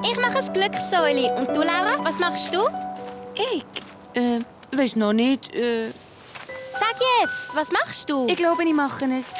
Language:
Swiss German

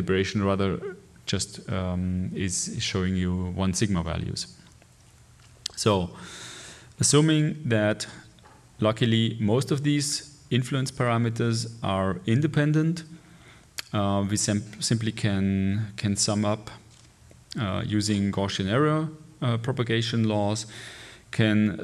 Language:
English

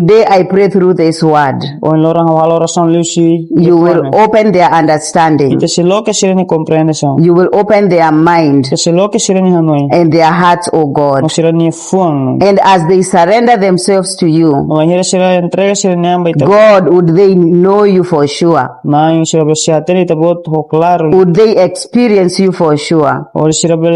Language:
Tetum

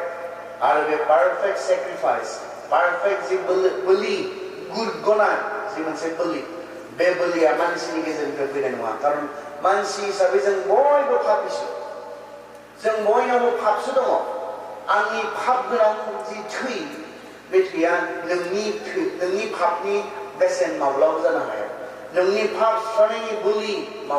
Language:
Bodo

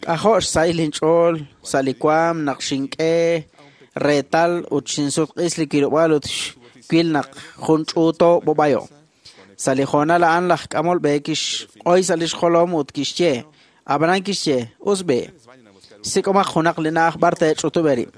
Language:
Kekchí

